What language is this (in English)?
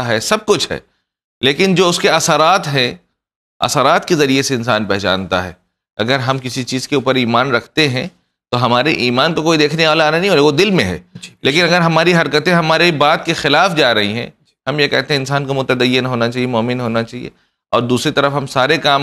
Urdu